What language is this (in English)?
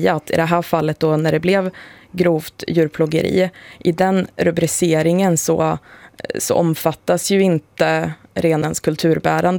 Swedish